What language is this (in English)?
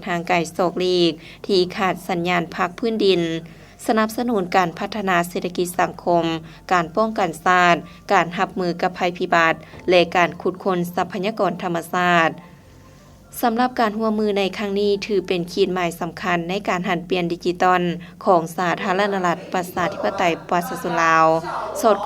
Lao